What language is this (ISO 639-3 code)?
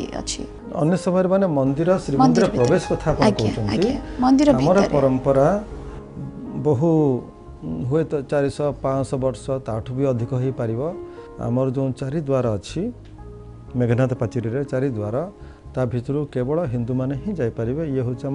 ori